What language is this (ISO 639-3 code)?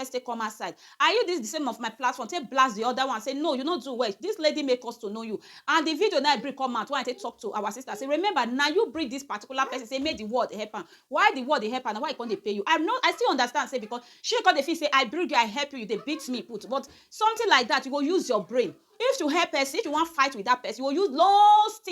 pcm